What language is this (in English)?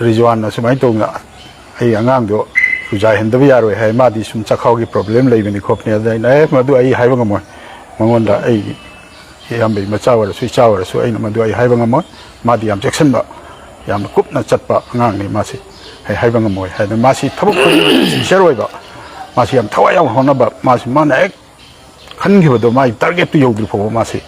Manipuri